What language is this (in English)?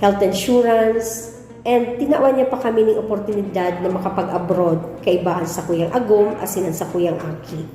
Bikol